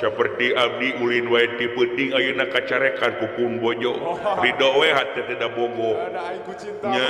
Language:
Sundanese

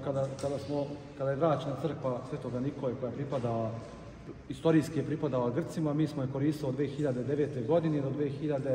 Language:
Serbian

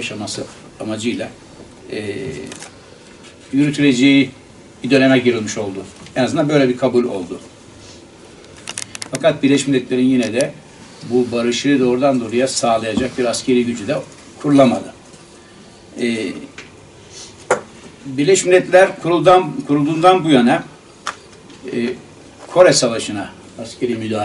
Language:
Turkish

